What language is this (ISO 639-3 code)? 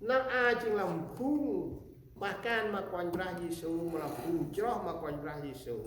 cmo